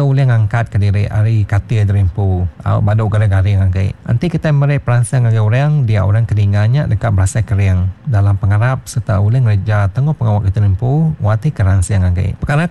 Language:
Iban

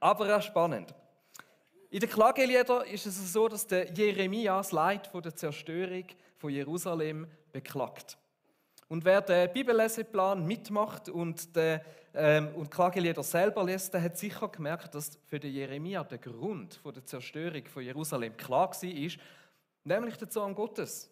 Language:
Swiss German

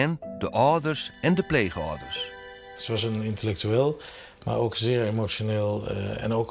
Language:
Western Frisian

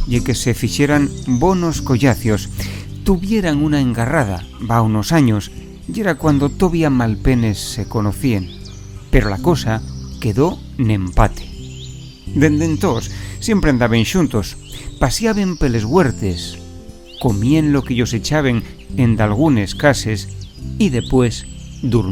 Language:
Asturian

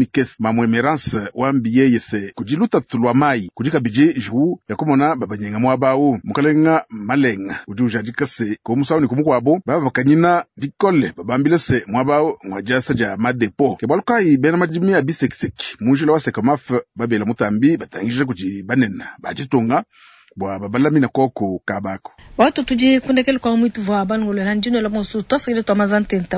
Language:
Luba-Lulua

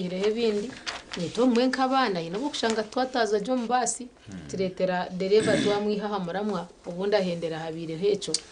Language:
Nyankole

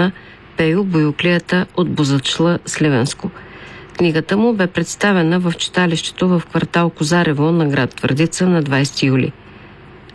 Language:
Bulgarian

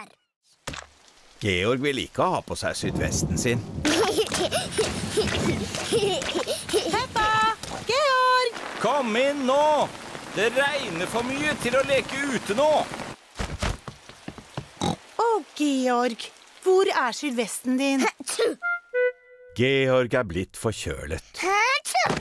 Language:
Norwegian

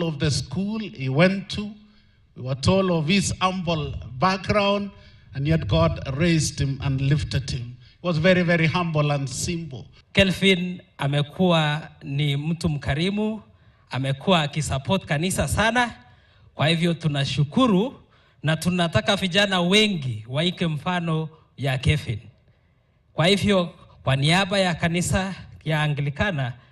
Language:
Gusii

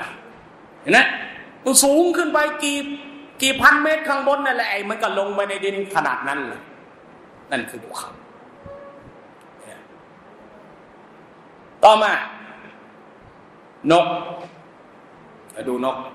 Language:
Thai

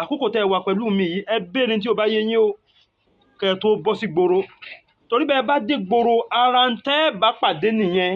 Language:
Yoruba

